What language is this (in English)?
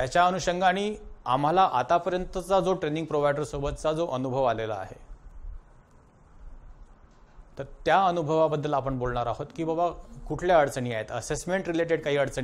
Marathi